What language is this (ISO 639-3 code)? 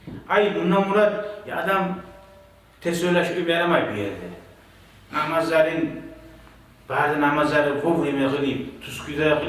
kum